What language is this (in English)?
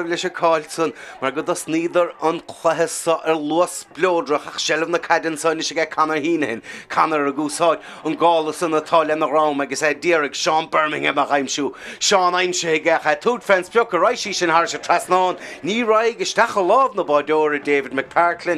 Irish